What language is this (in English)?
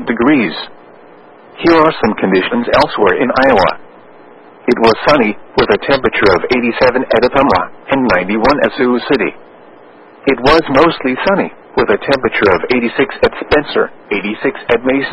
English